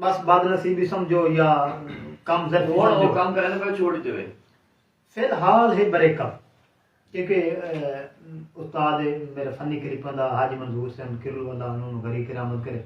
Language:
Saraiki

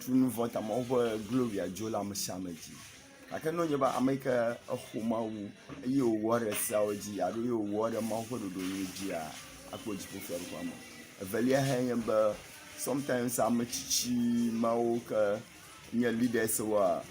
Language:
Ewe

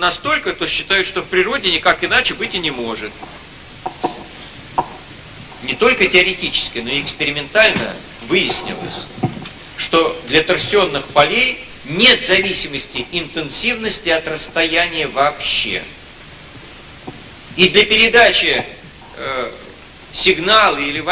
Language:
Russian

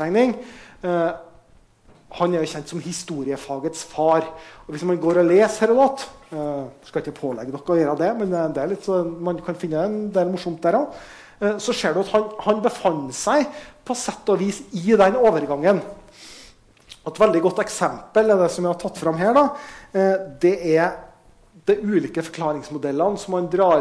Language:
Norwegian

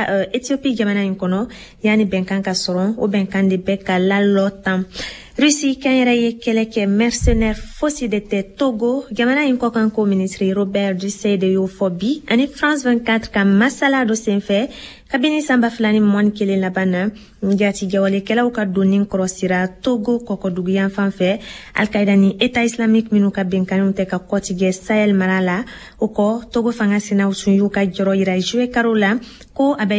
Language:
Bambara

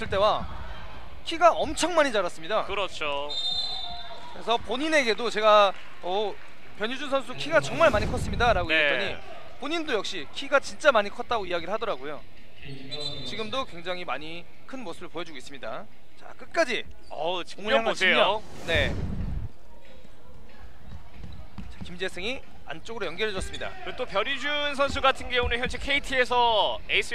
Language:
Korean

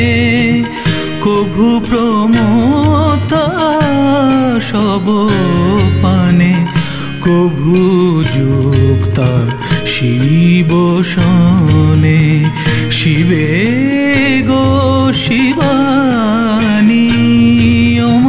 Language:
Bangla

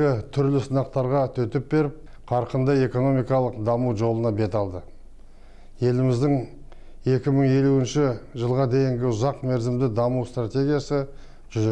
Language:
Kazakh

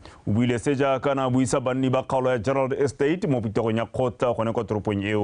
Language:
Tswana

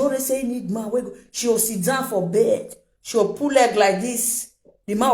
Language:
Nigerian Pidgin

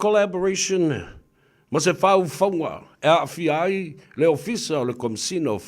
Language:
Samoan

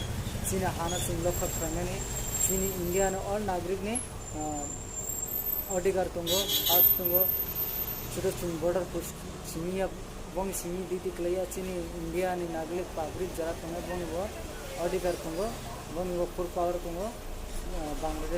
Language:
Kok Borok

